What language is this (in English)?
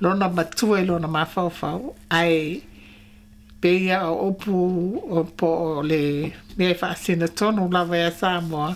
Samoan